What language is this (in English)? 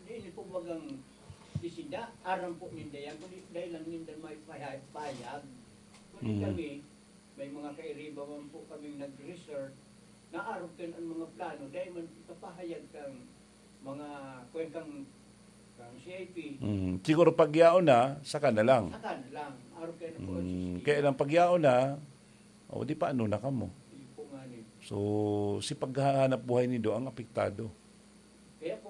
Bikol